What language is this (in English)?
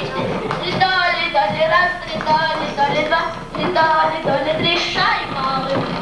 Bashkir